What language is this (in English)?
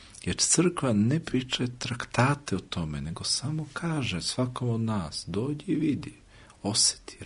Serbian